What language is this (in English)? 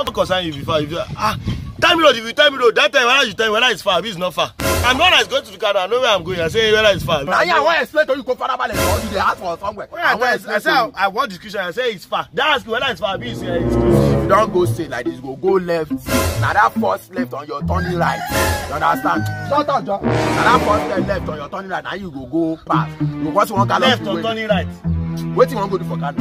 Nigerian Pidgin